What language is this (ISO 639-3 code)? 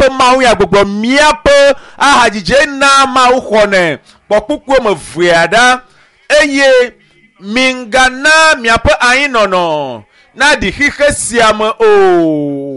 ewe